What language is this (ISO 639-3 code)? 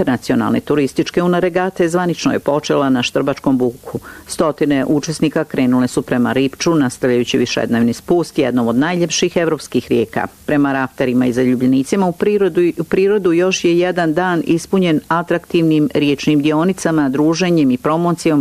bos